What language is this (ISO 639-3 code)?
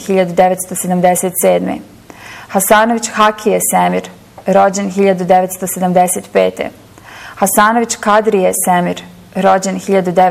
bos